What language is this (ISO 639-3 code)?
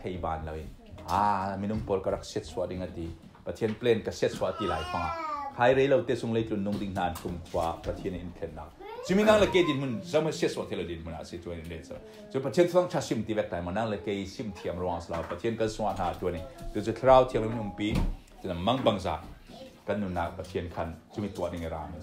cfm